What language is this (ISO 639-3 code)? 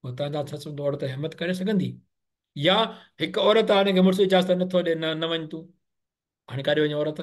snd